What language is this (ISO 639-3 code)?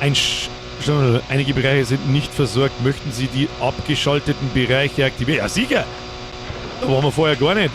bar